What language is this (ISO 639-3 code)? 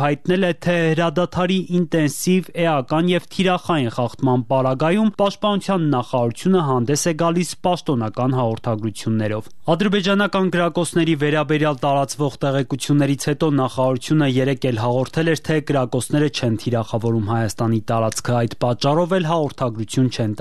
hye